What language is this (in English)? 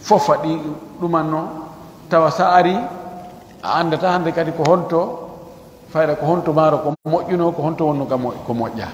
Pular